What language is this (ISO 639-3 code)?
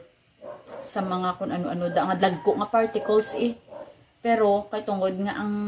hil